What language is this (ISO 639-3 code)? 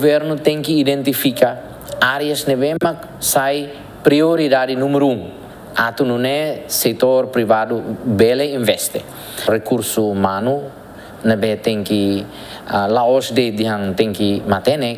tet